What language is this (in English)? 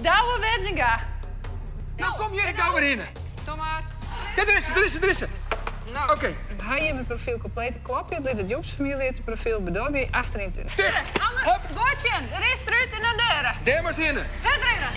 Western Frisian